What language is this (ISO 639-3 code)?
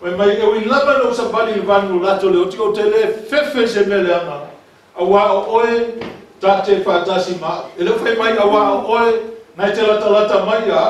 smo